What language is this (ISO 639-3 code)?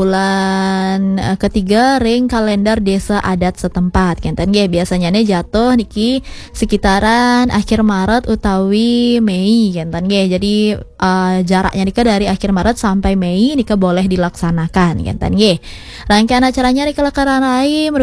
ban